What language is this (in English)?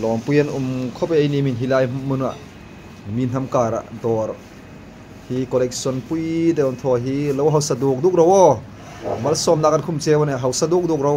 Hmar